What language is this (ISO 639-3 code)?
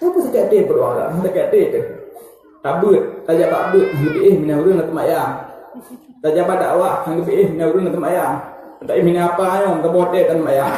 ace